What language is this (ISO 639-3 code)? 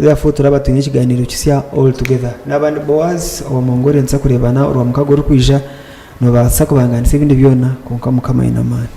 nyn